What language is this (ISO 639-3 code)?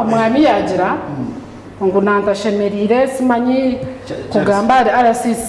nyn